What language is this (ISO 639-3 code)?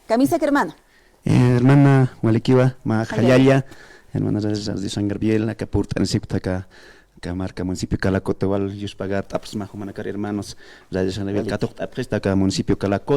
aym